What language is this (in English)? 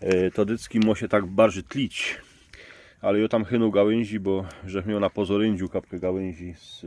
Silesian